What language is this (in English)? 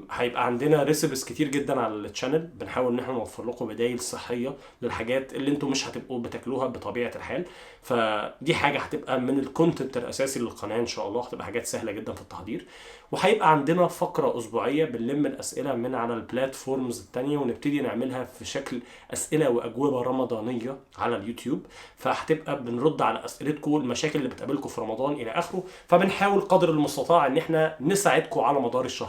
Egyptian Arabic